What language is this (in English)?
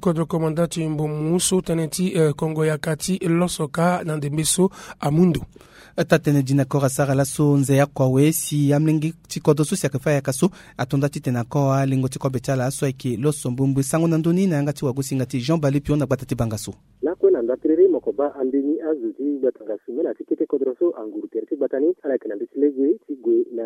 Sango